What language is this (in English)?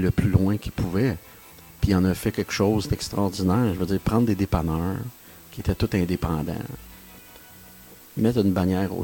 French